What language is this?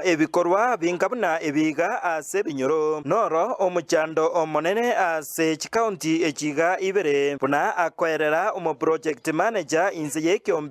Gusii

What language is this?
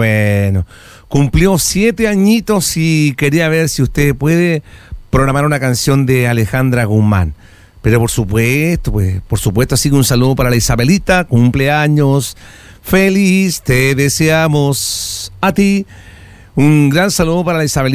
Spanish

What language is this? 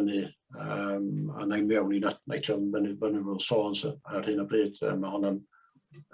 Welsh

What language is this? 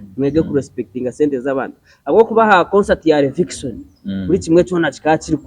Nyankole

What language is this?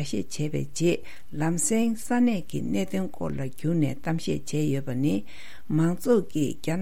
Tibetan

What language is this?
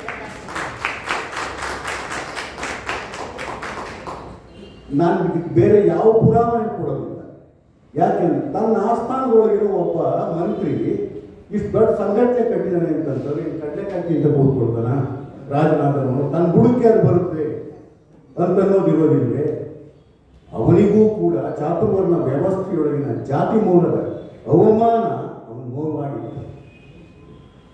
Kannada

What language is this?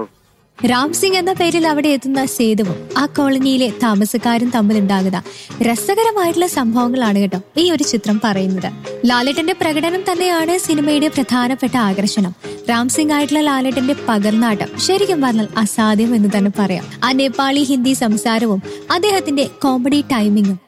Malayalam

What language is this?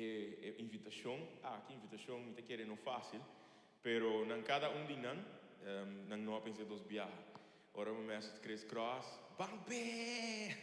Papiamento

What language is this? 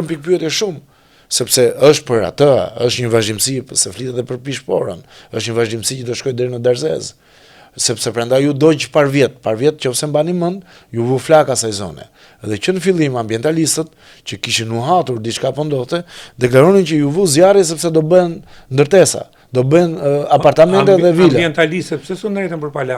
Albanian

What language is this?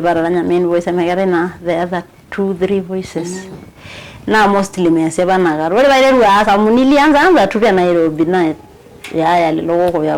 Masai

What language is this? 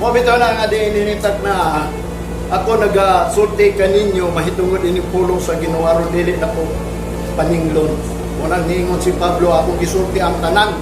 Cebuano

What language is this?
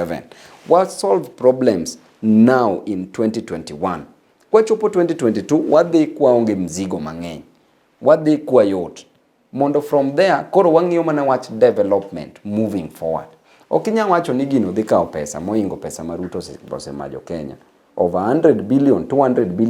Luo (Kenya and Tanzania)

